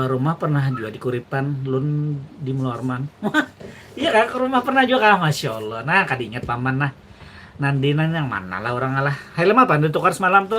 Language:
Banjar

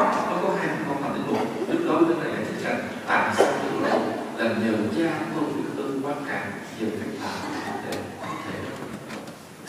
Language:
Vietnamese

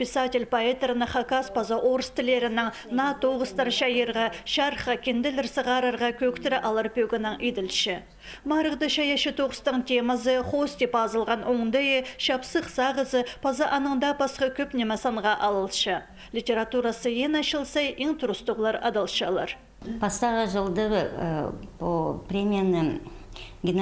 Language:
Khakas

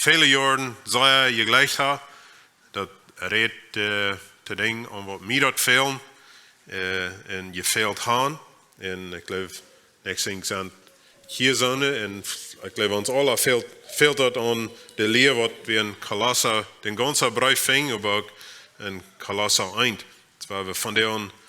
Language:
Plautdietsch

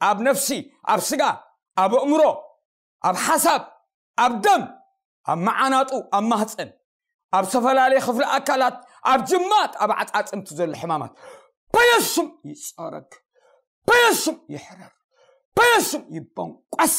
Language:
Tigrinya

